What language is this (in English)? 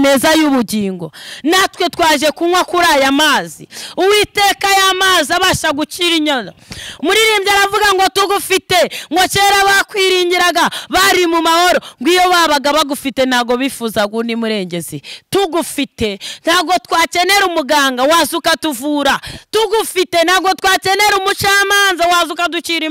Kinyarwanda